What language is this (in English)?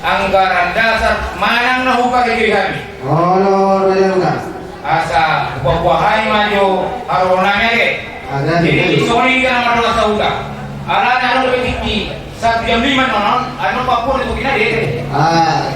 Batak Toba